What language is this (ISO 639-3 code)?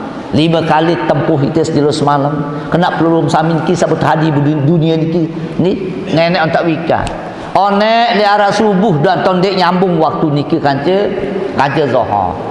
sas